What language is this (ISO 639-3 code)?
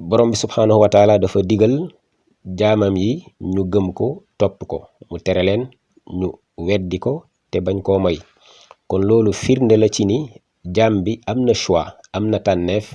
wol